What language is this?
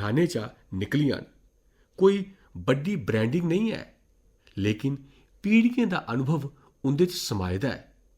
Dogri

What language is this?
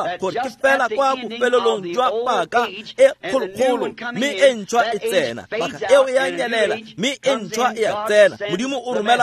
Tswana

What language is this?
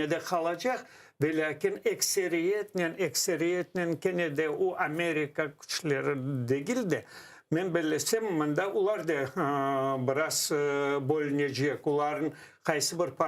Crimean Tatar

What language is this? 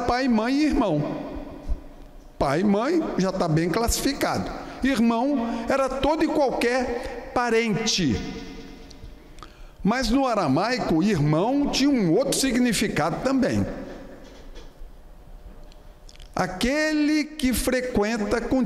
Portuguese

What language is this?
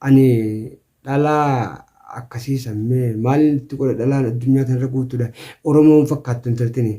Oromo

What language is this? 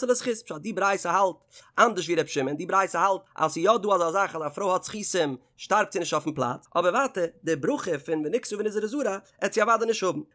Yiddish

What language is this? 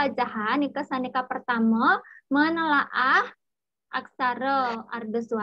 Balinese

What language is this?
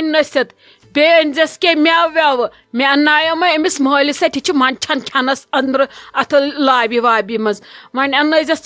Kashmiri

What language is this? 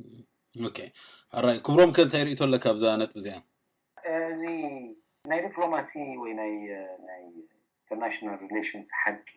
Tigrinya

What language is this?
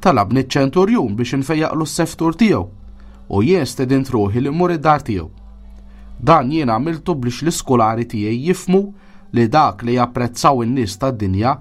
Maltese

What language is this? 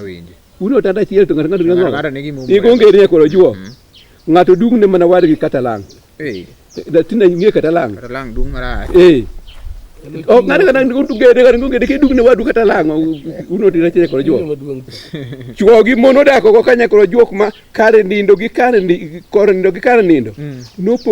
Luo (Kenya and Tanzania)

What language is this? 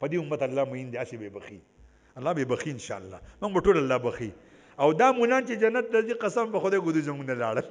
Pashto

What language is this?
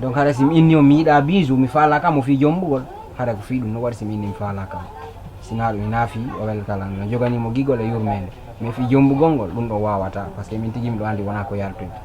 Fula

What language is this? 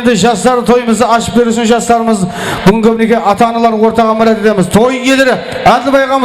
Kara-Kalpak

